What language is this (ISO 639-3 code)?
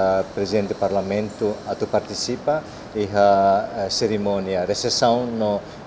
tet